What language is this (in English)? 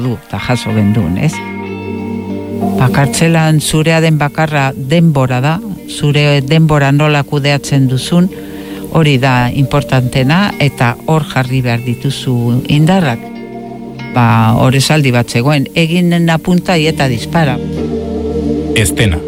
Basque